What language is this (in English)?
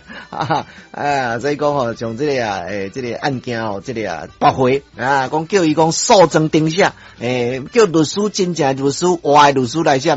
Min Nan Chinese